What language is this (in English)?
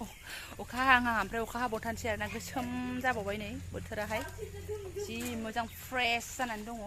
Bodo